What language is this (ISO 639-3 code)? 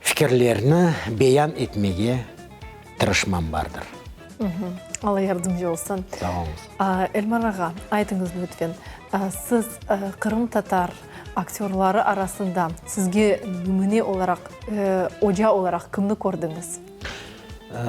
crh